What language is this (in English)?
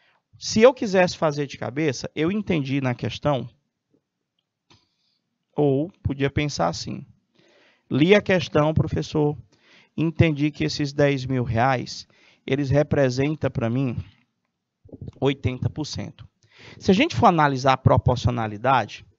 Portuguese